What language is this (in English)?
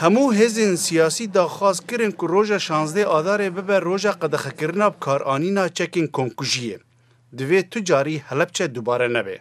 Kurdish